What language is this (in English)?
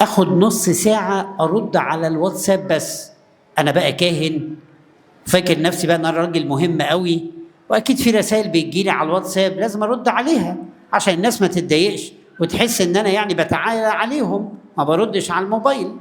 Egyptian Arabic